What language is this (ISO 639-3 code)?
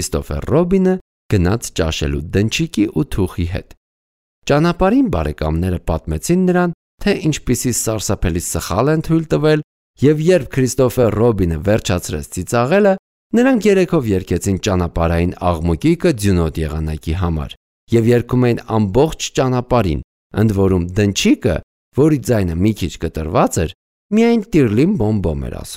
hye